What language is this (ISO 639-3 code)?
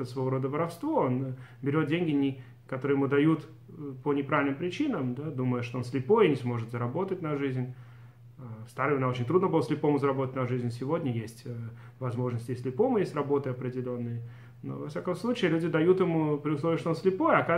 rus